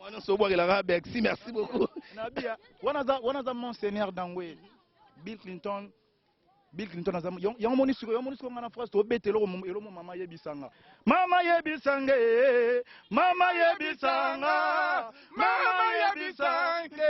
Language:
Lingala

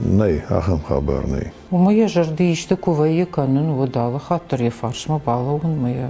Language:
Ossetic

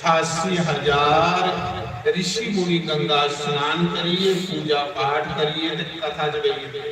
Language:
Dogri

